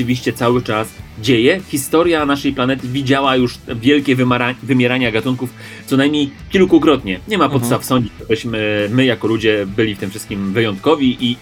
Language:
Polish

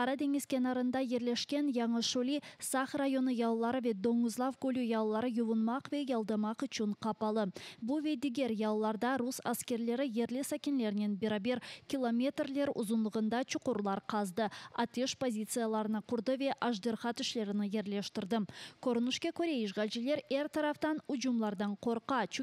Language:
Crimean Tatar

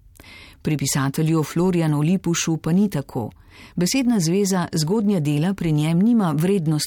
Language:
Slovenian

